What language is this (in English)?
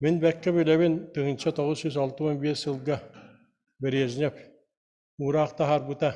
Yakut